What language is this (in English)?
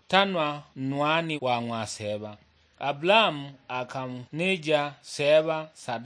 Sukuma